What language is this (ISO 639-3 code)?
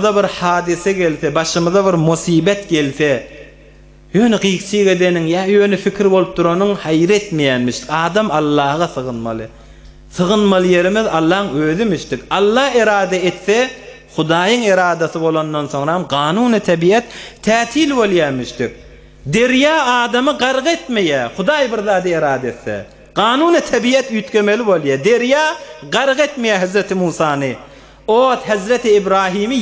tuk